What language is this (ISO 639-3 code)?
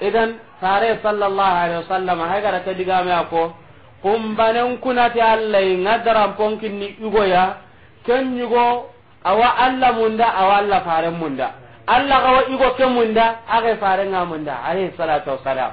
snk